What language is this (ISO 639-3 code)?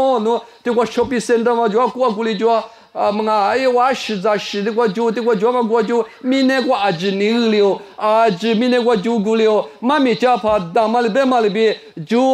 lis